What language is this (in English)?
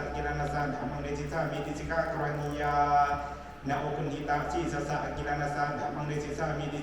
Pali